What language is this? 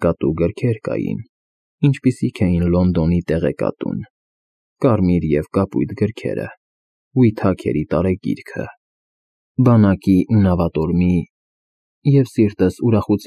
Armenian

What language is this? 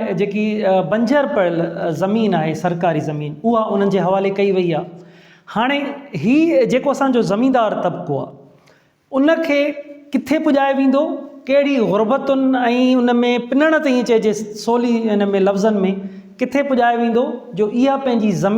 Sindhi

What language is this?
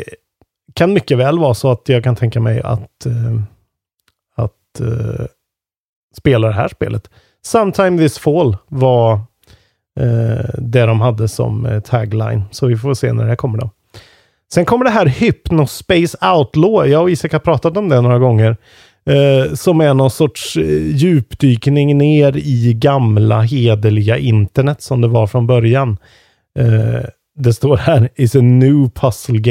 Swedish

